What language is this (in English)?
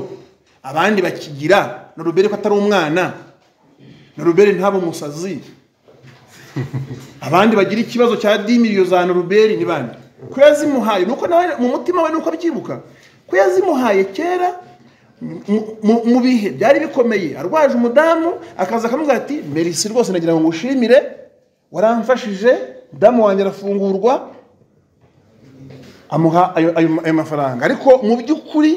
Kinyarwanda